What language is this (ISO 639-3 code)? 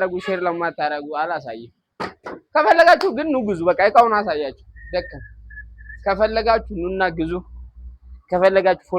amh